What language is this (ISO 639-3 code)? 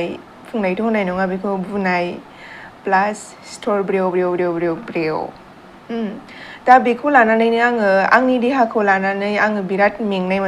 brx